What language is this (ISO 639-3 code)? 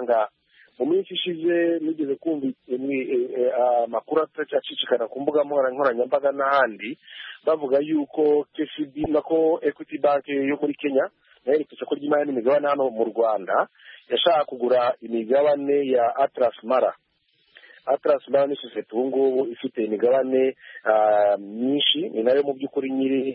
kin